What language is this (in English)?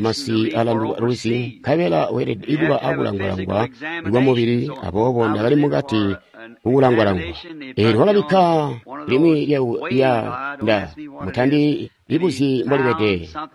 Tonga (Zambia)